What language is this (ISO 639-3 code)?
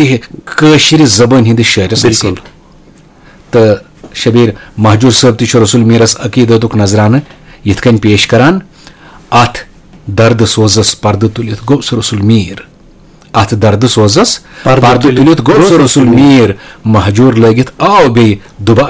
kas